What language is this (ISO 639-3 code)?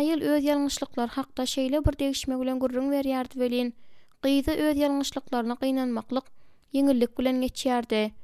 tuk